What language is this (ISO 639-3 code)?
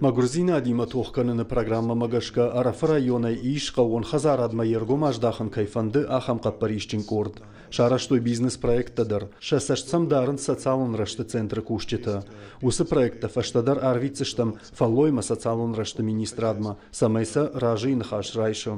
oss